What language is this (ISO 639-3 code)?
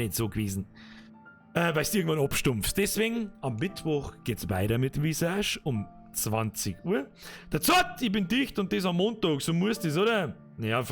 bar